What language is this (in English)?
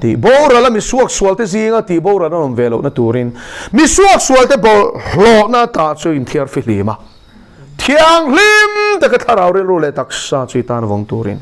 Mizo